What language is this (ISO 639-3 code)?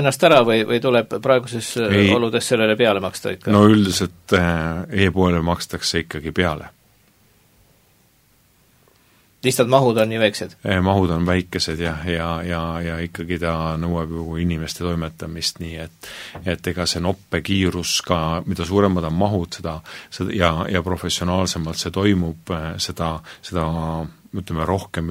est